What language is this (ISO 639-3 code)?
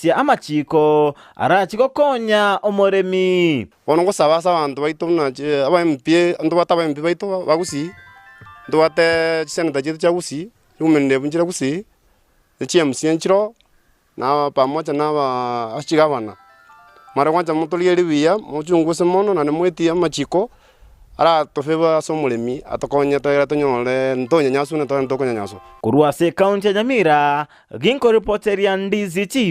guz